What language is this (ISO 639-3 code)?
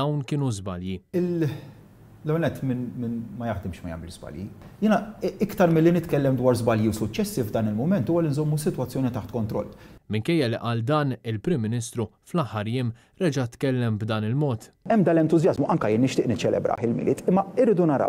mlt